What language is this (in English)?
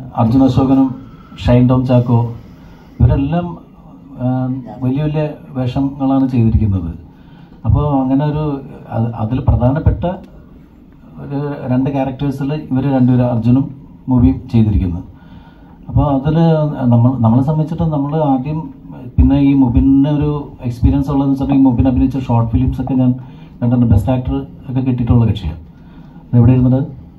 Malayalam